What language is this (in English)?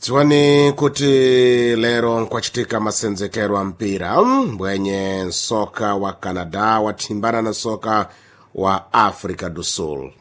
Sena